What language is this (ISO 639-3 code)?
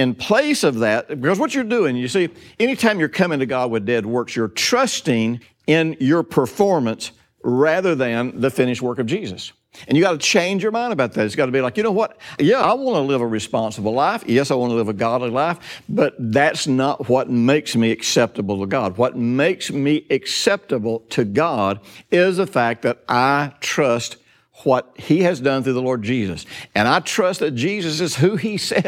eng